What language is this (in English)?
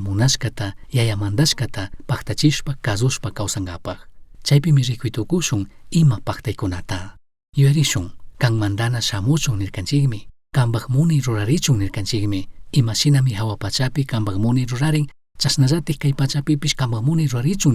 Chimborazo Highland Quichua